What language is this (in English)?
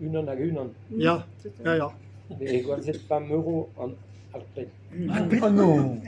Breton